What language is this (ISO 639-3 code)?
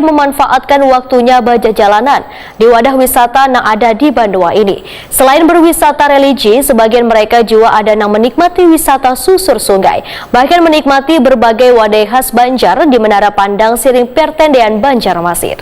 bjn